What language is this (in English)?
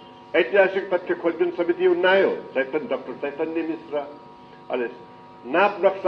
Newari